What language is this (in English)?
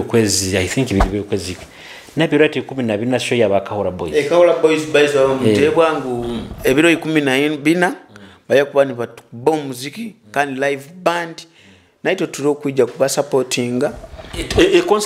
Nyoro